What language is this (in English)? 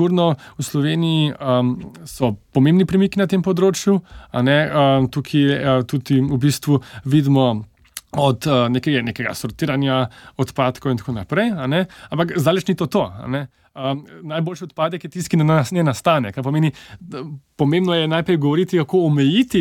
Slovenian